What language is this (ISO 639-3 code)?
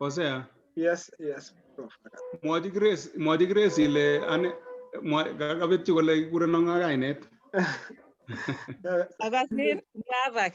kln